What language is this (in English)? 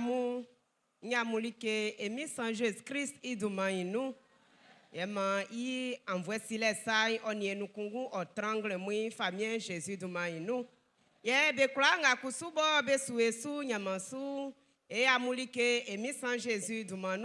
Baoulé